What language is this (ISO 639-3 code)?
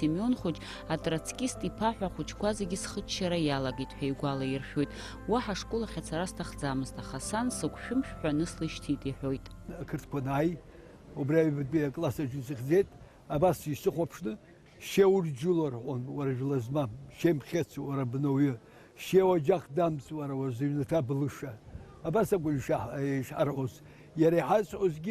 abk